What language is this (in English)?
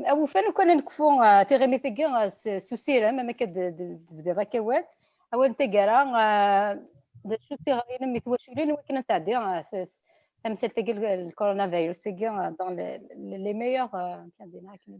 Kabyle